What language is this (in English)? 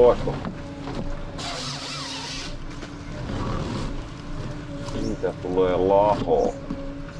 Finnish